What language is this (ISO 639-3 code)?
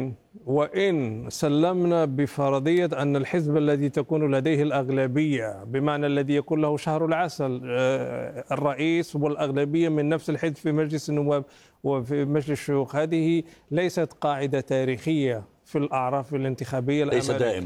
ara